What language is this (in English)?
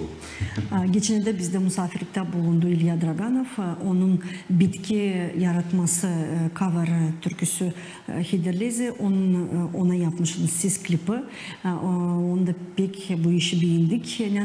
Gagauz